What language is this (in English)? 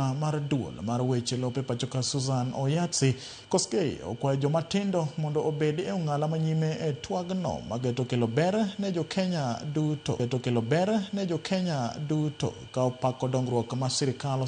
Luo (Kenya and Tanzania)